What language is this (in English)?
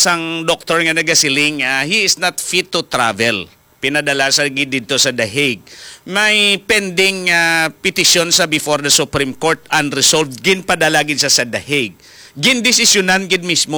Hiligaynon